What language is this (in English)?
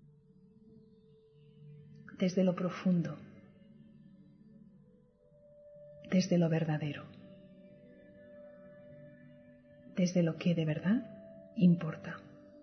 Spanish